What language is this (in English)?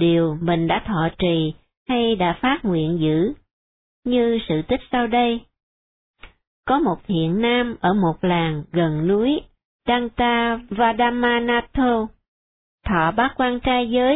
Vietnamese